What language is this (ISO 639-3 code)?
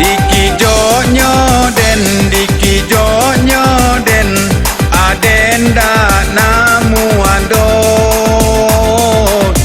min